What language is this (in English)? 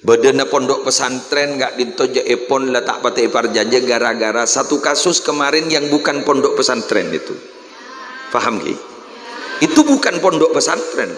Madurese